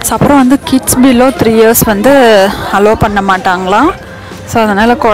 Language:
Tamil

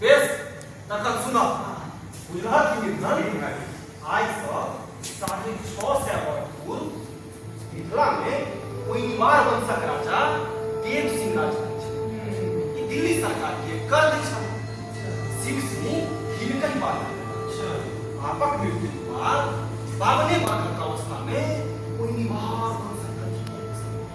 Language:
Maithili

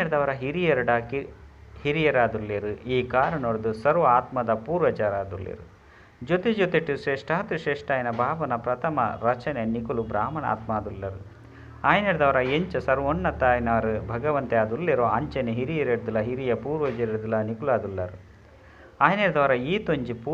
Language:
Tulu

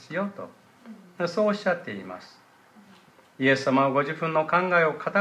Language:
Japanese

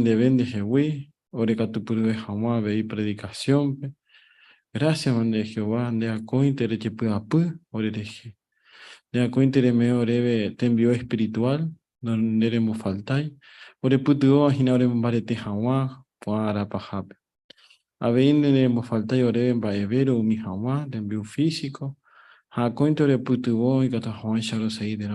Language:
Guarani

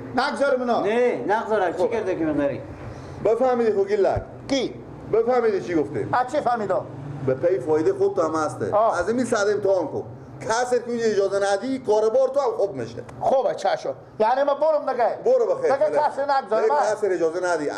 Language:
Persian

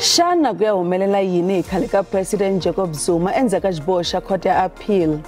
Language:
Tsonga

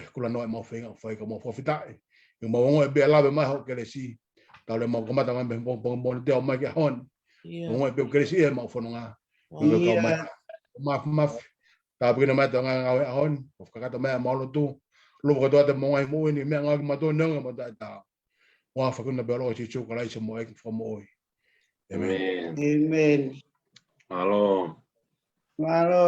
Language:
Tongan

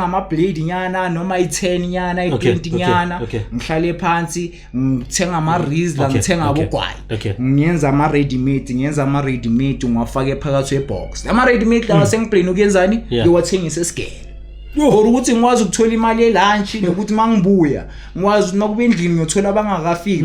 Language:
Zulu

